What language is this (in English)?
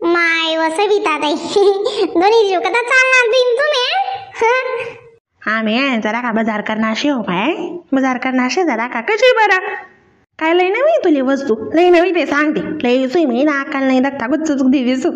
Khandesi